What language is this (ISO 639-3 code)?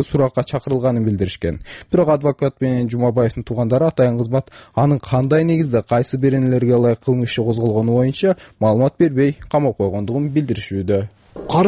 kir